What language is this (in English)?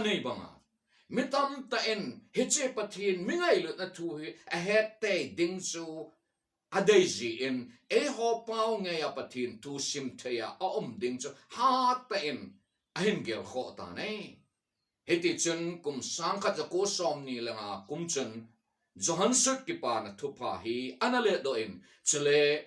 Thado Chin